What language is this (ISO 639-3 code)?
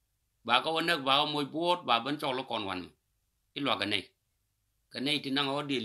nus